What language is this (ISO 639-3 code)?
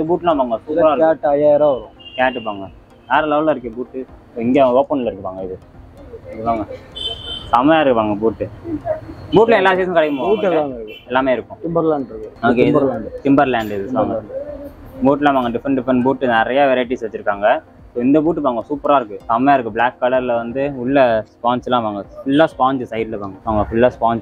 tam